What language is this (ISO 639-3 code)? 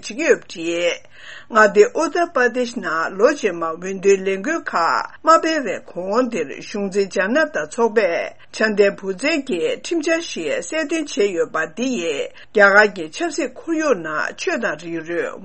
bod